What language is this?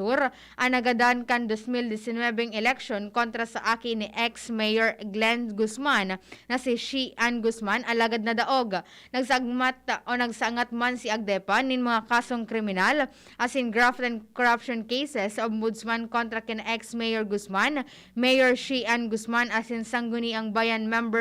Bikol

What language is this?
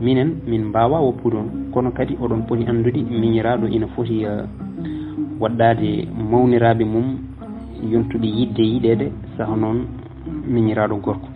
Fula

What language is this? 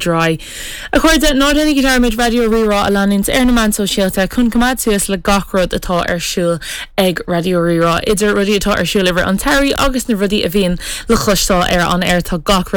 Irish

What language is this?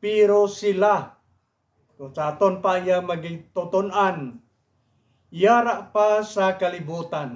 Hiligaynon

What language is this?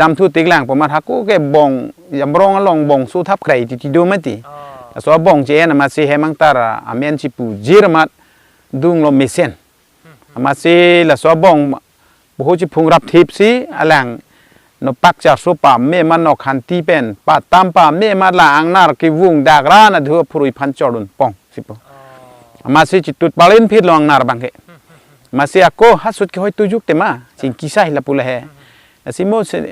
Karbi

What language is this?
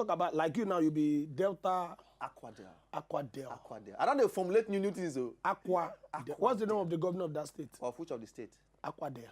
Nigerian Pidgin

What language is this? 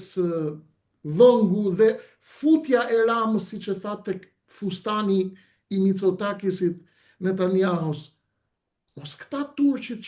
Albanian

